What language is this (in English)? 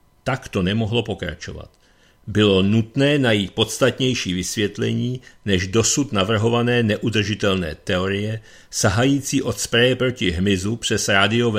Czech